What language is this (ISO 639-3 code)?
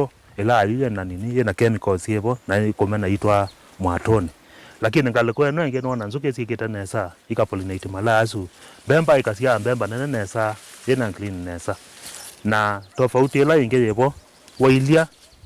kam